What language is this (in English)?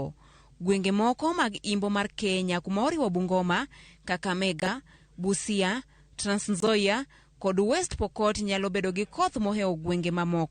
Luo (Kenya and Tanzania)